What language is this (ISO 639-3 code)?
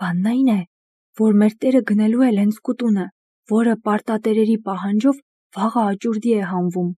hye